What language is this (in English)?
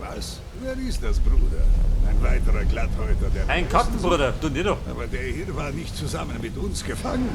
Bavarian